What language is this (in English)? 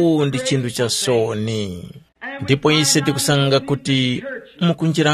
Tumbuka